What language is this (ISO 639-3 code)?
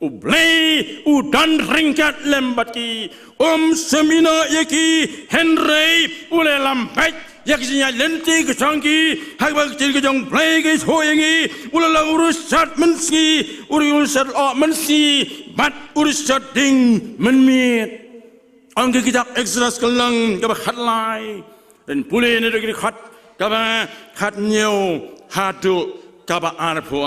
kha